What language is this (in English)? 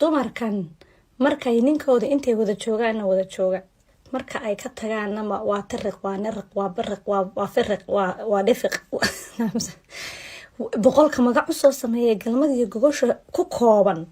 Somali